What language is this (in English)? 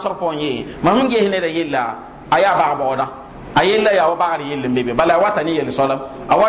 Mossi